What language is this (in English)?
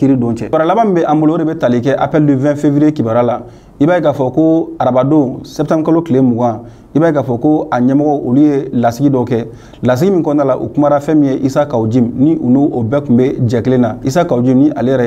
Bambara